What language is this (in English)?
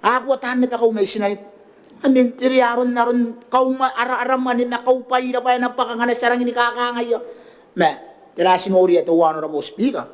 Gilbertese